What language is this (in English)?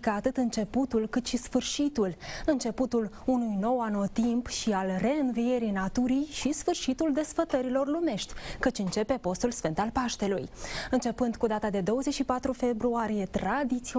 Romanian